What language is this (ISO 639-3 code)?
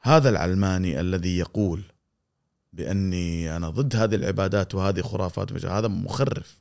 afb